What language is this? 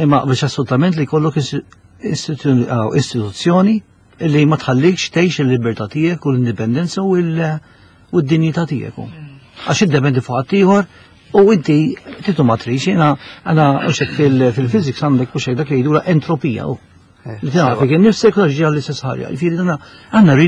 Maltese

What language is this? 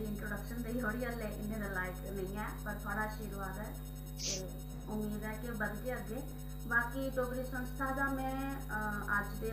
Dogri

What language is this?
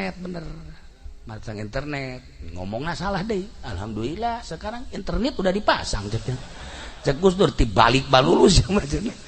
Sundanese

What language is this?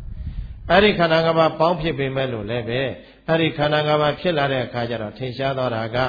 Burmese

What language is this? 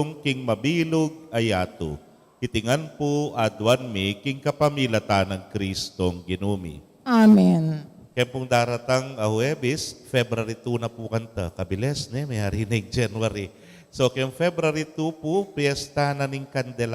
Pampanga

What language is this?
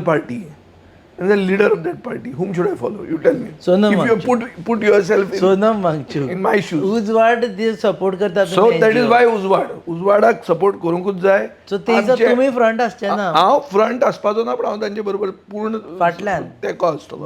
Konkani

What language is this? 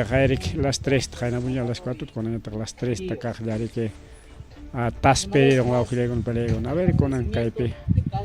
Ayacucho Quechua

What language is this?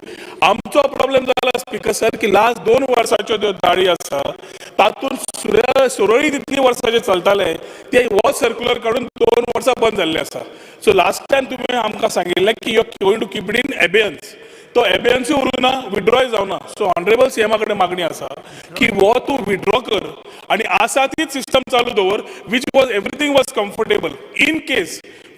Konkani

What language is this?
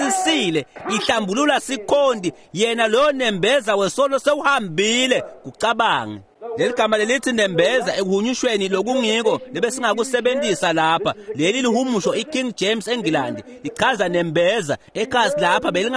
Swati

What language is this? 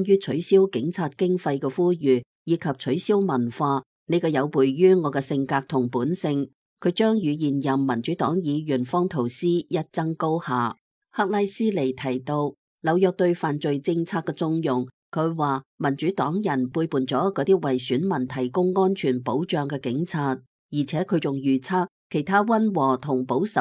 Cantonese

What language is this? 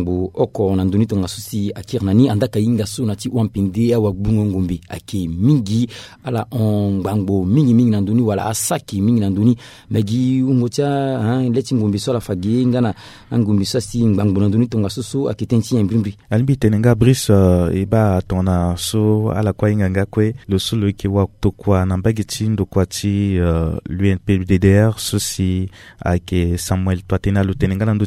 Sango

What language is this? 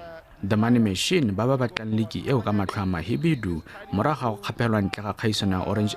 Tswana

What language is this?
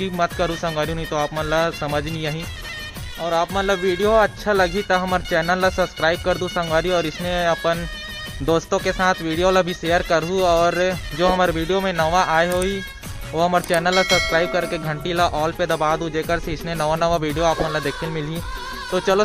Chhattisgarhi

